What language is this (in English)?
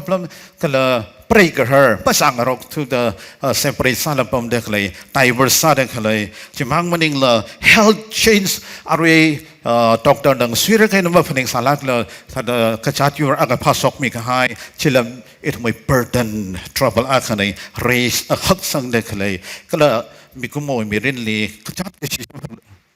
Tangkhul Naga (India)